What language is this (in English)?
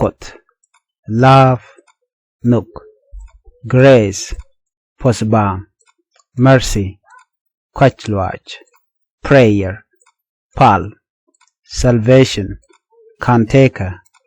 Nuer